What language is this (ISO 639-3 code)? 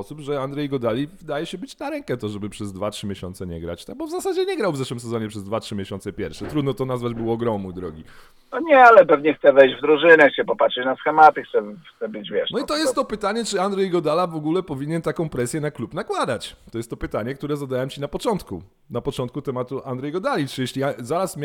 pol